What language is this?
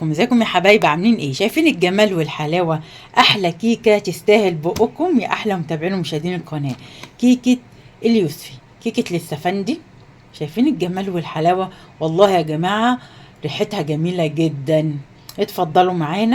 Egyptian Arabic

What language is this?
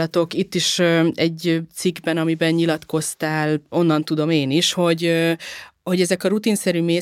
Hungarian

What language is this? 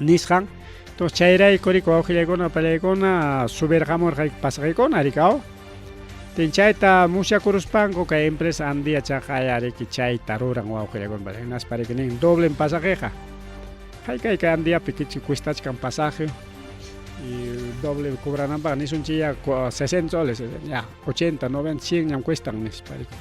Ayacucho Quechua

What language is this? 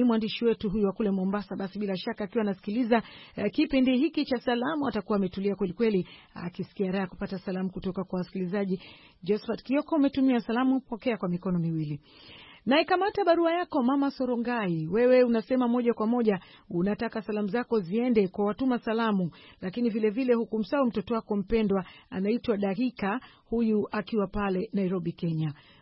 Swahili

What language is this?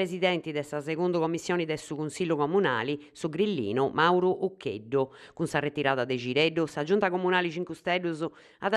Sardinian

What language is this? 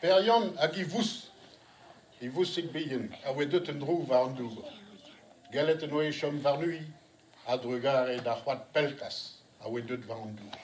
Breton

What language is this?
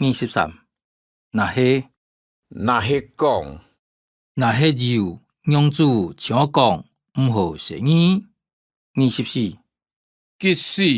Hakka Chinese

